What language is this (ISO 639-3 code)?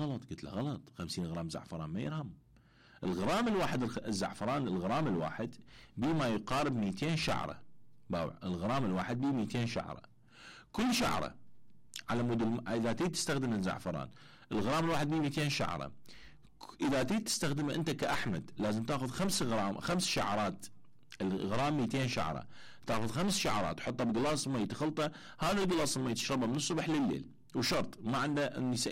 acm